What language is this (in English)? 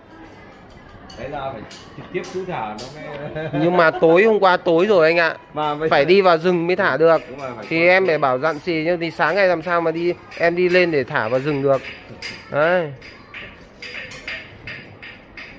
Vietnamese